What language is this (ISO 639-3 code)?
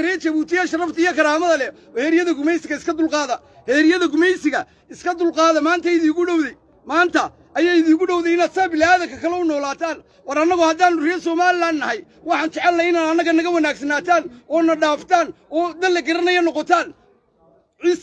som